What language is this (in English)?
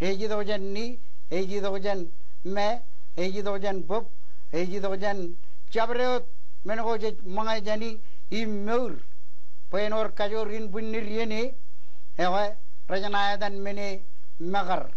Marshallese